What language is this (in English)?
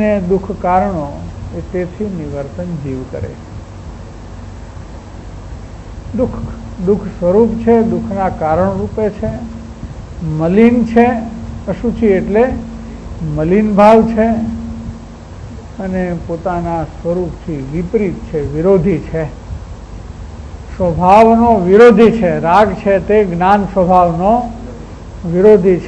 Gujarati